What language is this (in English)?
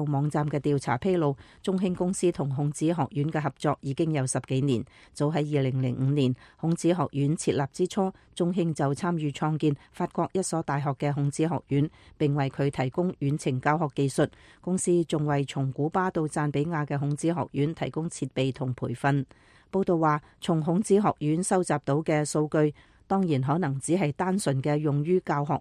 Cantonese